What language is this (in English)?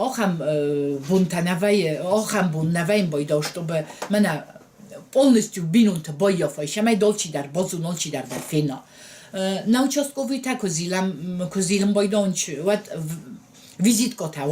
Ossetic